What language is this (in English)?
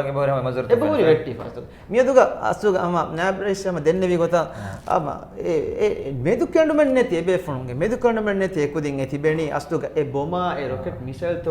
Divehi